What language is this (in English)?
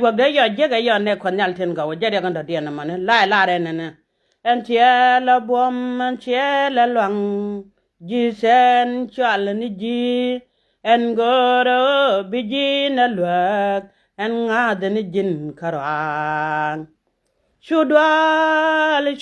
Nuer